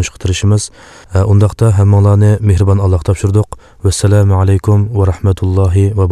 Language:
Uyghur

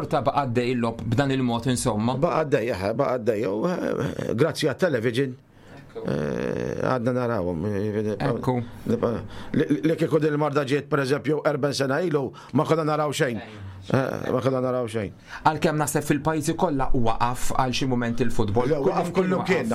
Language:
Maltese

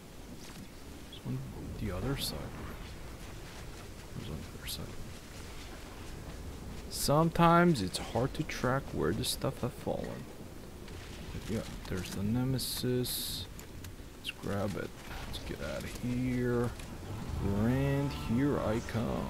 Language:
English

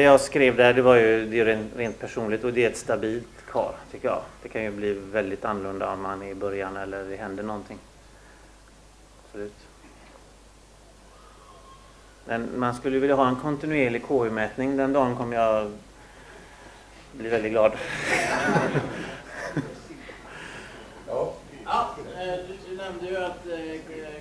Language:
Swedish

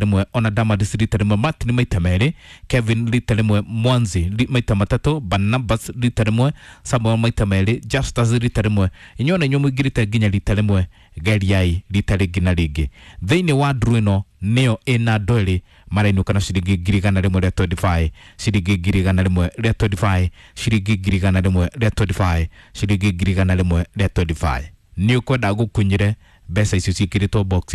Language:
Kikuyu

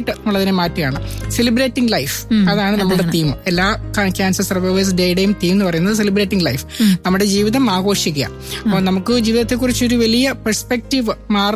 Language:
Malayalam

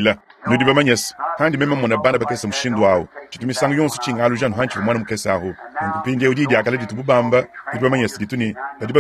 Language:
Luba-Lulua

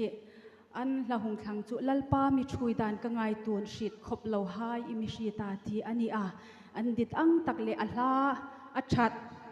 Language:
Hmar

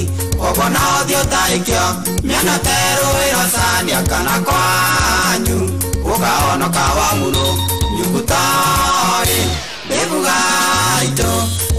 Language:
Kikuyu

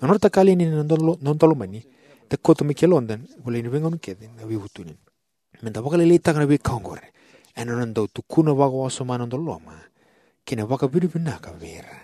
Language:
Fijian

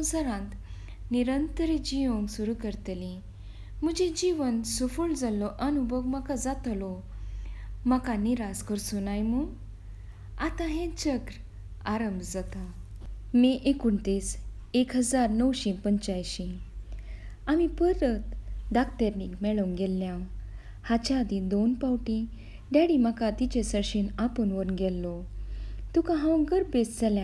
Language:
Konkani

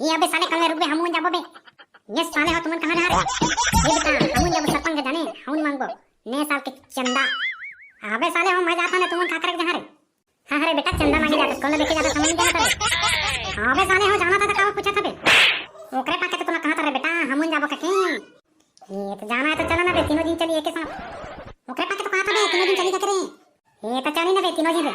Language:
Chhattisgarhi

